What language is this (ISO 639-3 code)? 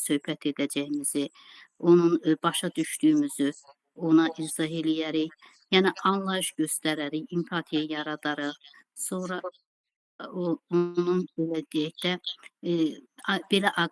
aze